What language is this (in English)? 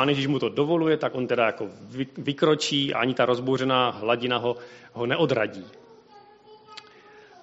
Czech